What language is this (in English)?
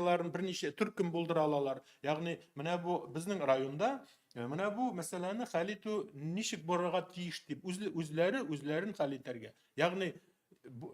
Tatar